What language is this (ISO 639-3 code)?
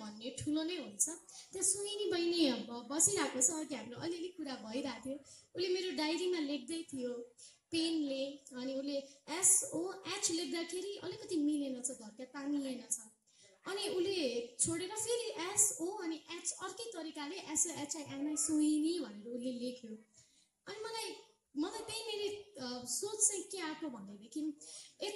nep